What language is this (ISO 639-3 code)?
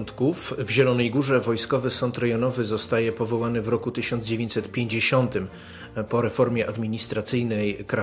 pol